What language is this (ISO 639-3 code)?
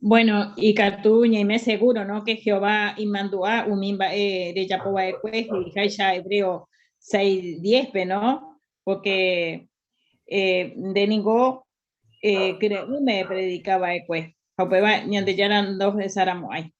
grn